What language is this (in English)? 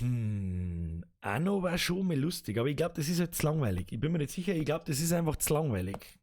Bavarian